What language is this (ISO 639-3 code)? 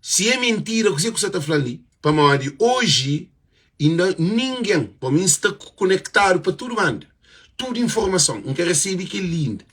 kea